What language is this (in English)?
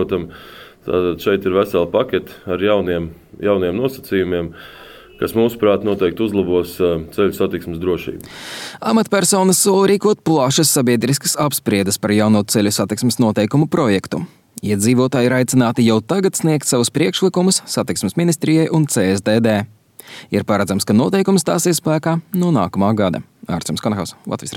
Latvian